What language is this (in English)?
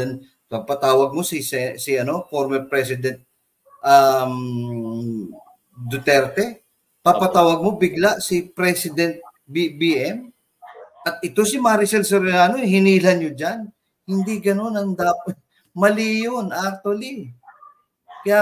Filipino